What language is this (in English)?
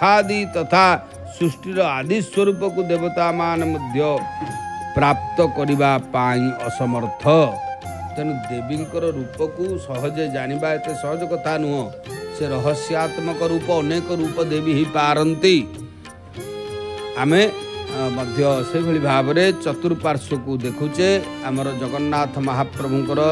Odia